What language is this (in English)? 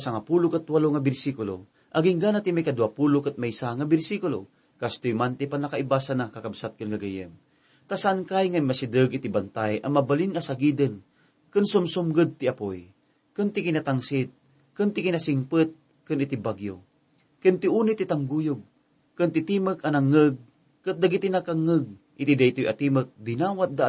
Iloko